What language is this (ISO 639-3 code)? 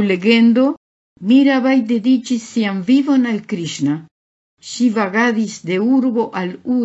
epo